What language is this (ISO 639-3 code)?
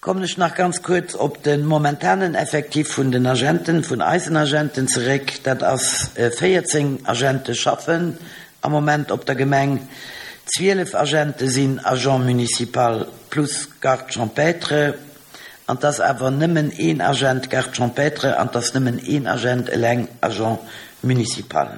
ltz